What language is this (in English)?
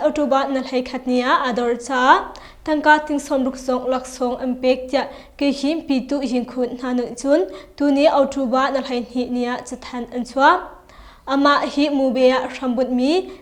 Hakha Chin